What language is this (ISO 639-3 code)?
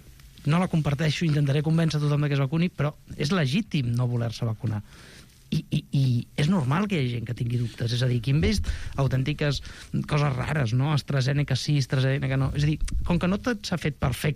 cat